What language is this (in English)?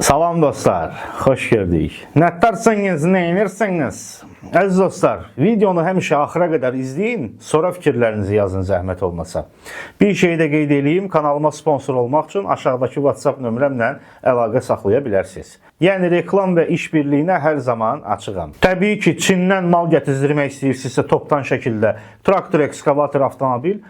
Azerbaijani